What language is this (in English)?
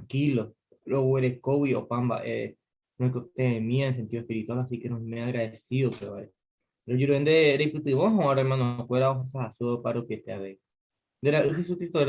Guarani